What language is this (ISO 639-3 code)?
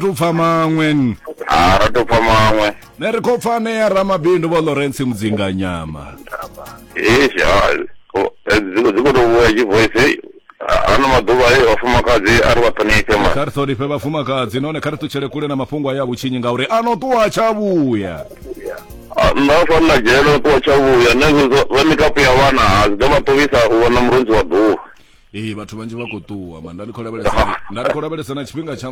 ven